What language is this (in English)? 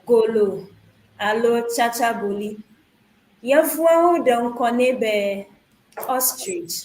Ewe